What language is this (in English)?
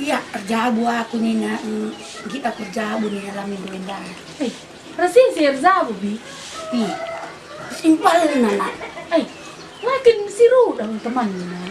Batak Karo